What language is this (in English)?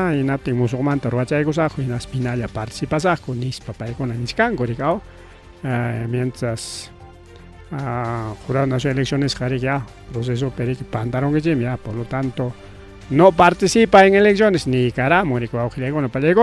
Ayacucho Quechua